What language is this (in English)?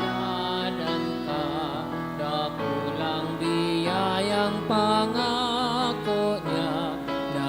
Bikol